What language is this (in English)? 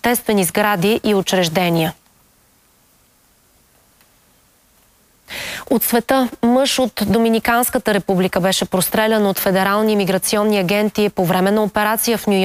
Bulgarian